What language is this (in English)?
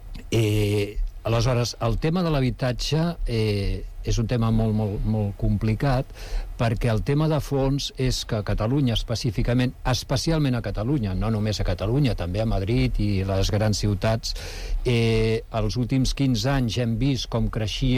Catalan